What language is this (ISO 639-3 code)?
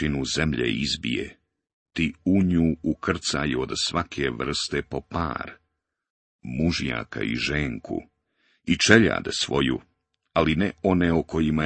bos